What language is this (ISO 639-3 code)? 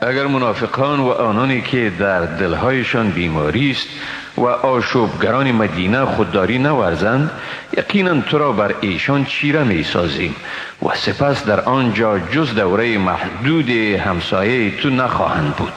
tgk